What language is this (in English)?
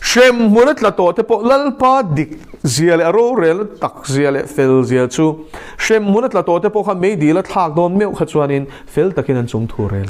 Mizo